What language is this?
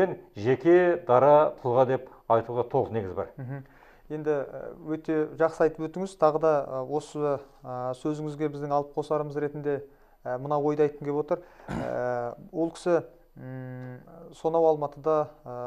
Kazakh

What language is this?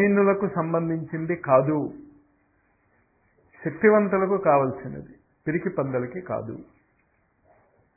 Telugu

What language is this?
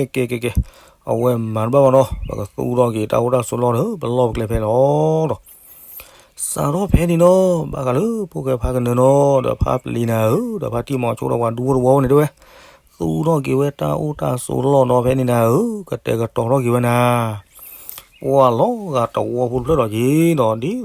S'gaw Karen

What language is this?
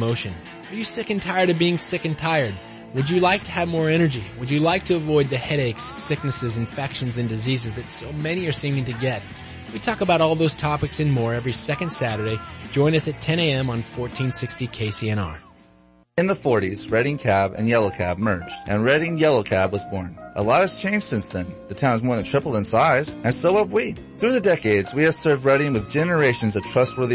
English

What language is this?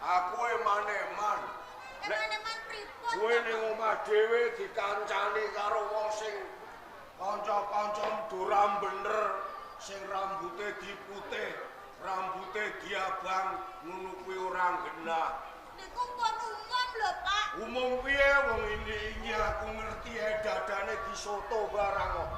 Javanese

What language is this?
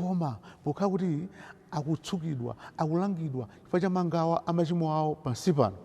Nyanja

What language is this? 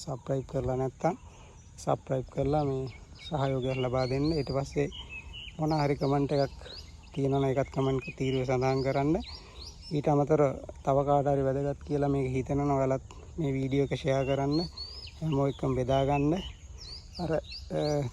Sinhala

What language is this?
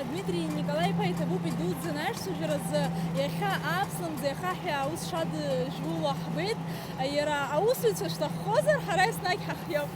Abkhazian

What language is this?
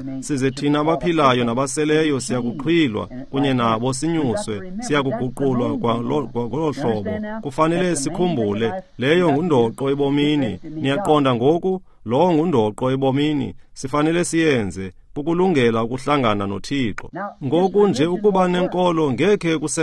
Xhosa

